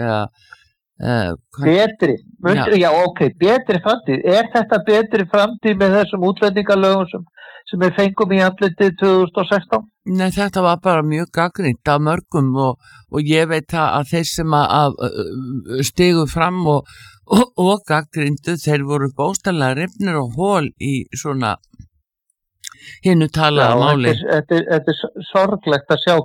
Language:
Icelandic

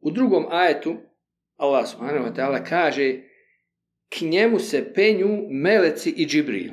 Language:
Bosnian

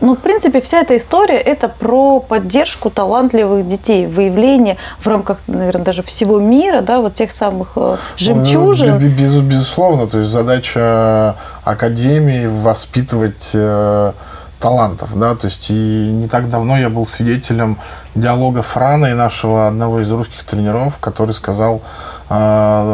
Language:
Russian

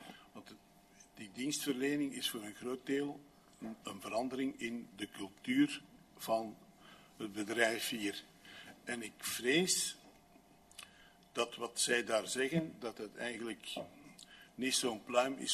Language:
Dutch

